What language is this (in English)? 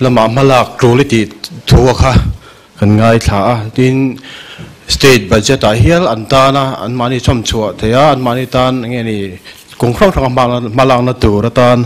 Mizo